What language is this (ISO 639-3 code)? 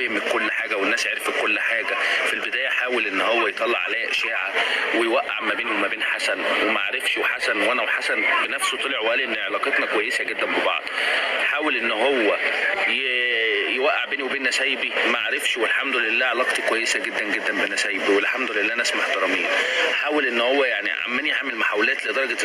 arz